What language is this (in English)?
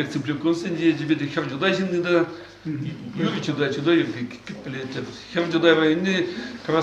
Chuvash